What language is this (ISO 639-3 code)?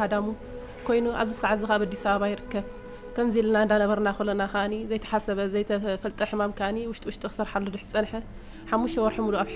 tir